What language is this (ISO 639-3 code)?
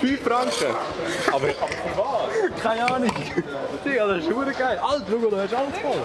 gsw